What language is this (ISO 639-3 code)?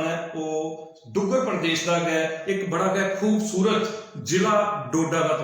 doi